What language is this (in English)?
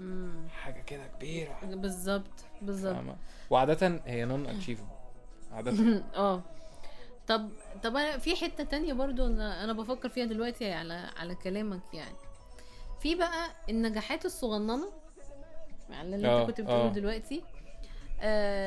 Egyptian Arabic